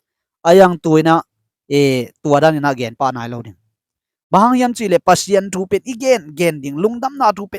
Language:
Tedim Chin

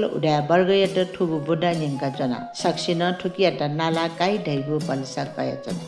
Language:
Newari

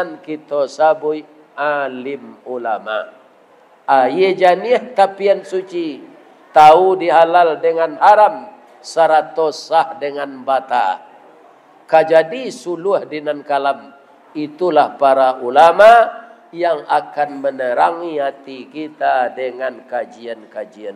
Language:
Minangkabau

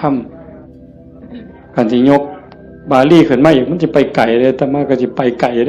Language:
Northeastern Thai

